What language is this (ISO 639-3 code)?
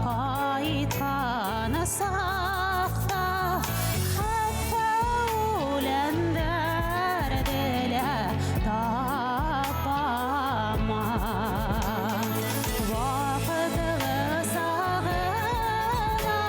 bak